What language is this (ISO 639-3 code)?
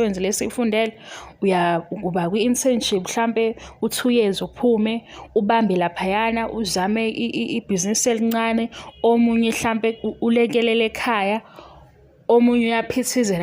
zul